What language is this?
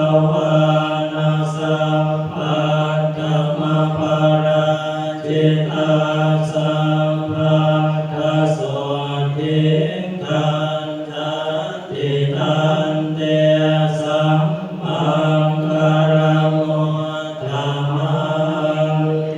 Pali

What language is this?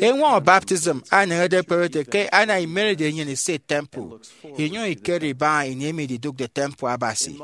Efik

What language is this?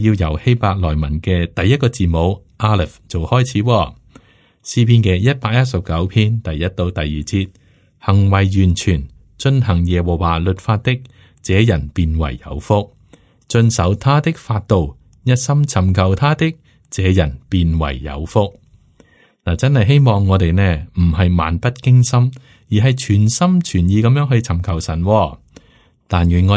Cantonese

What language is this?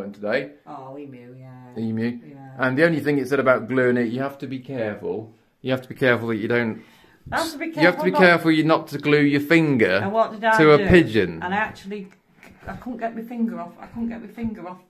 English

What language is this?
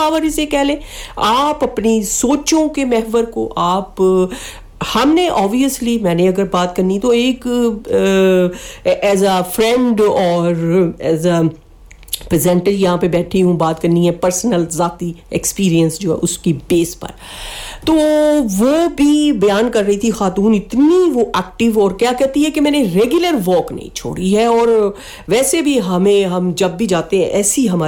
Urdu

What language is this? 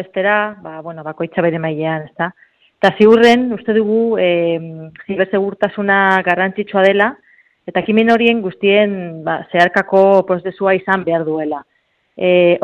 Basque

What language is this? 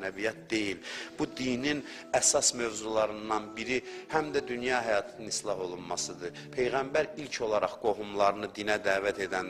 Azerbaijani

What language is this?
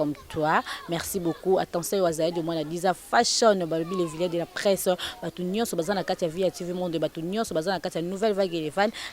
Lingala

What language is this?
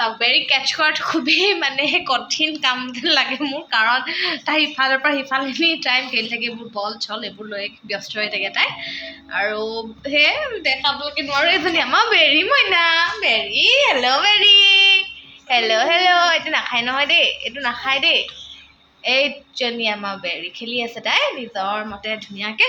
Assamese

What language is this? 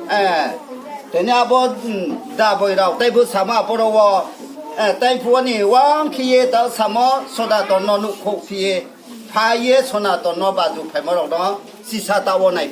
Riang (India)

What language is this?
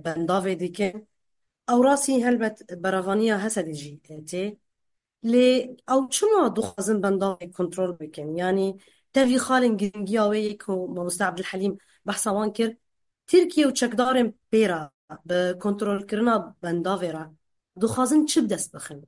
Kurdish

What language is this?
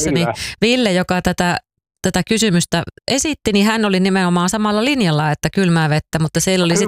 Finnish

